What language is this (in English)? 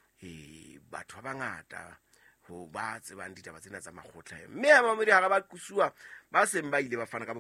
Southern Sotho